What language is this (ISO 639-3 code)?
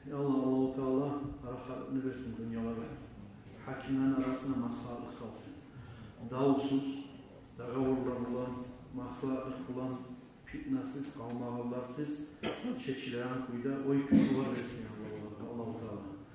kum